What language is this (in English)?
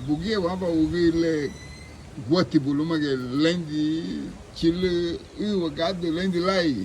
Garifuna